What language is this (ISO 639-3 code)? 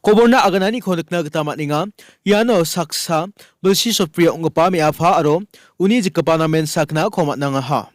grt